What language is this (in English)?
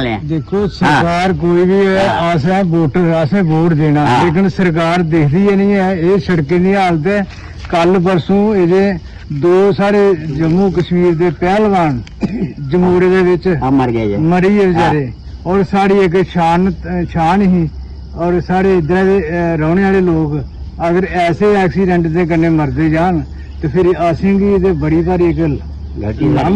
Dogri